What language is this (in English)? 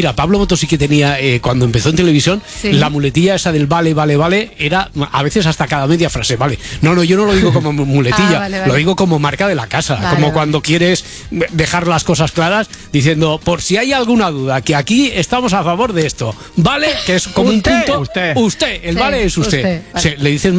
Spanish